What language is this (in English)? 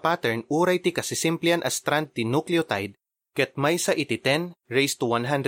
Iloko